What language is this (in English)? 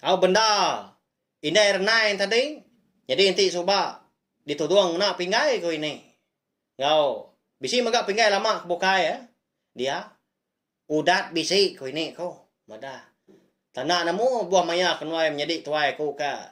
Iban